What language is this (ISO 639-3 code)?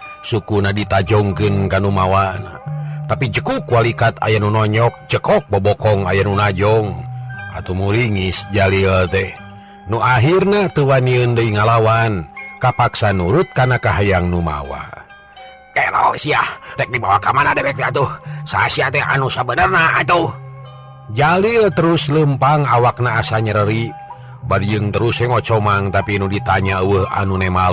sun